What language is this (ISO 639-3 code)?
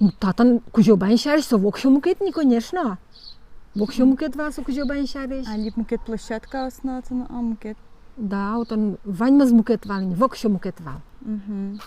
udm